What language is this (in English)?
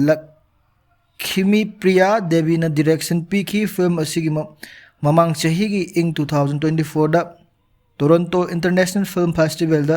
Manipuri